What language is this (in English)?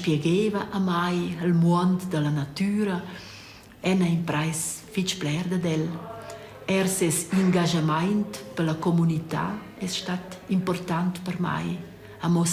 Romansh